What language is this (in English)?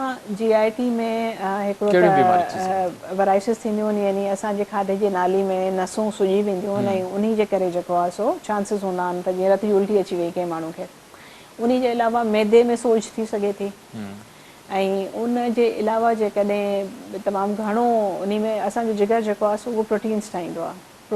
Sindhi